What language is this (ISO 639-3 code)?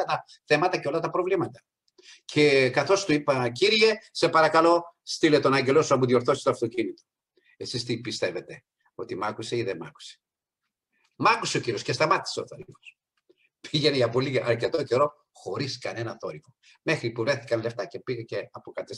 ell